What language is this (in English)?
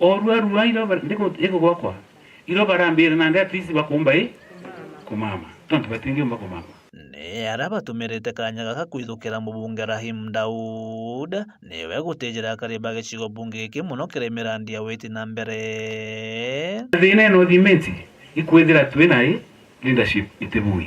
Meru